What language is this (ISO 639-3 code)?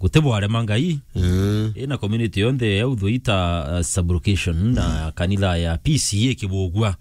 mer